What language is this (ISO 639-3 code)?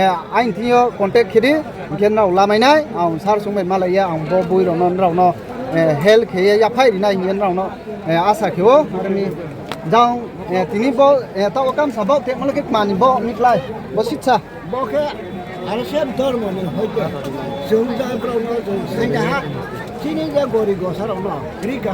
ria